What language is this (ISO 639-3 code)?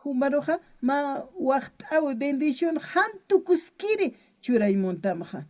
aym